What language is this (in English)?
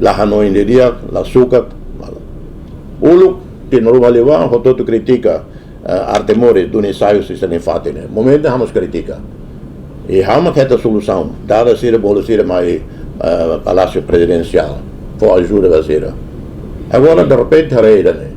Tetum